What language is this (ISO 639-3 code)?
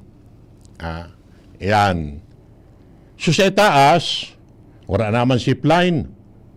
bik